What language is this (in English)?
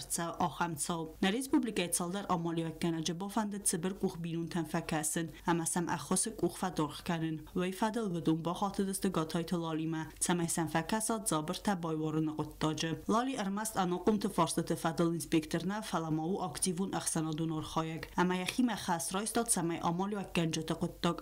Ossetic